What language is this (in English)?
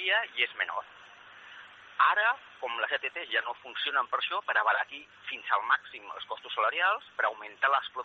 Catalan